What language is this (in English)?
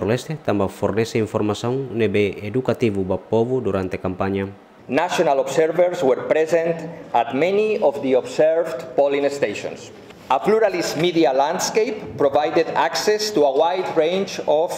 Tetum